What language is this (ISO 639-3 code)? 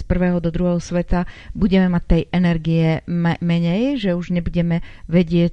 slk